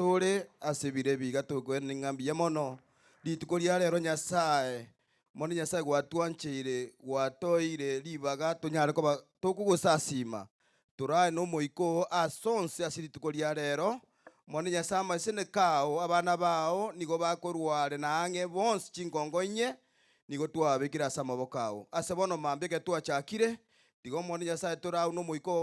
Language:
Gusii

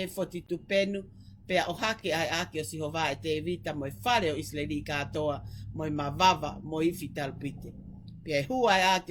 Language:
Tongan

